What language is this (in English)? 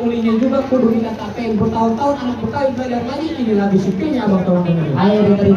Betawi